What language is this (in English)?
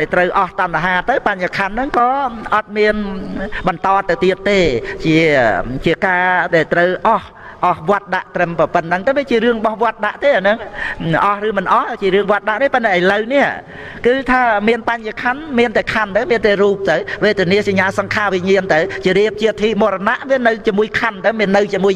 Khmer